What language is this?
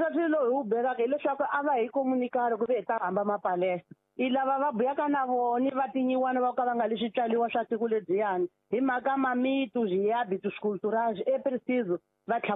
Tsonga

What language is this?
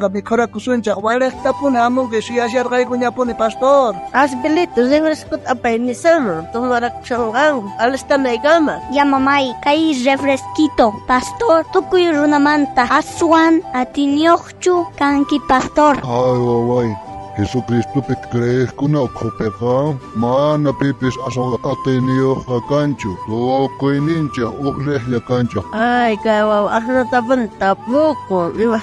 South Bolivian Quechua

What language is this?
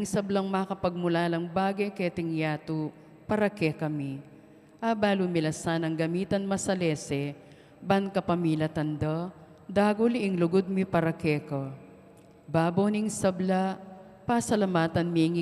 Pampanga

